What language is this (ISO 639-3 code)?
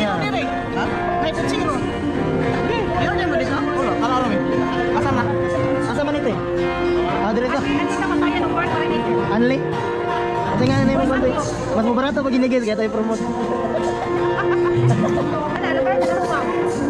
fil